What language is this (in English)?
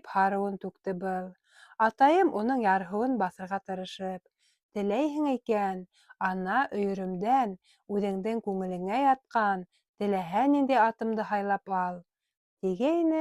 Bashkir